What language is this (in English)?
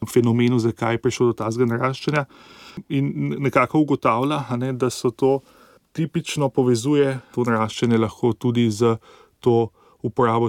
Slovenian